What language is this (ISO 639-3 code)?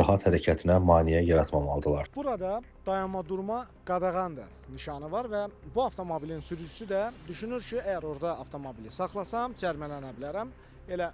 aze